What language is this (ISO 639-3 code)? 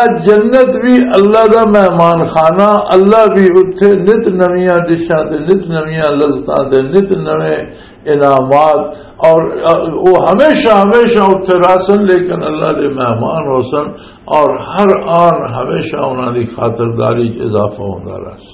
lah